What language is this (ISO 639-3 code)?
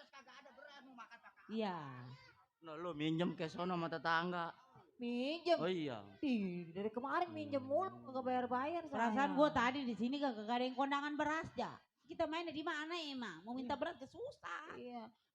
bew